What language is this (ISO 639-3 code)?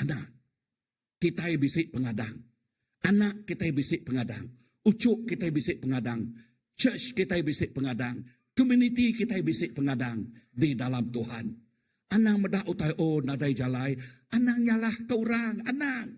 iba